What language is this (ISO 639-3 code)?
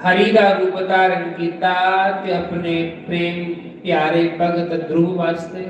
doi